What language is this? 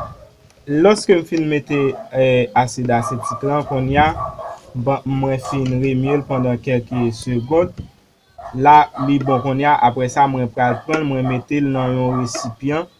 Haitian Creole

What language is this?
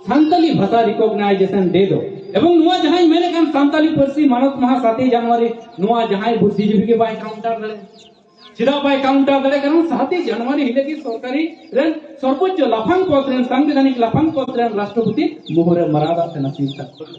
Santali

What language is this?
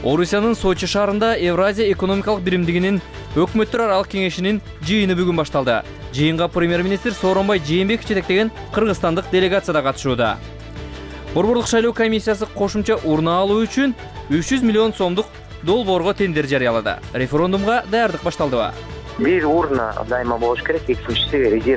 Kyrgyz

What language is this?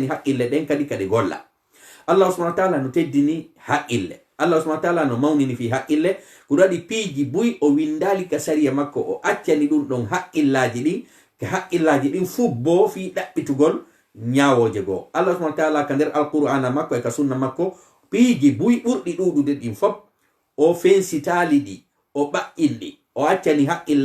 Fula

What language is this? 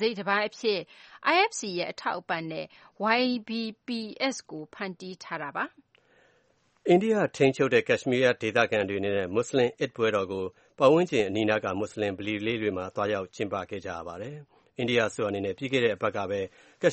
Burmese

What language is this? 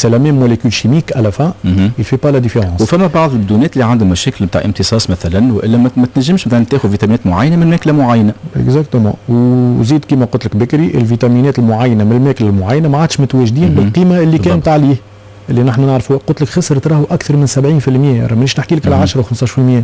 Tunisian Arabic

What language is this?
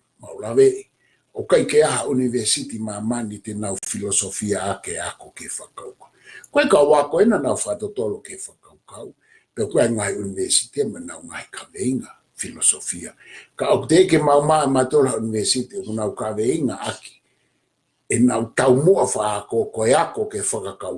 Tongan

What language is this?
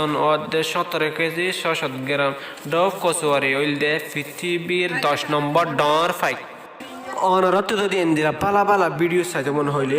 Rohingya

